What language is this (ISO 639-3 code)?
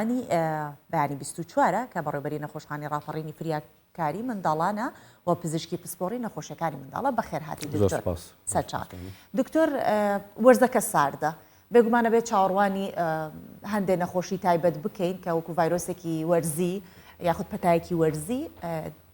ckb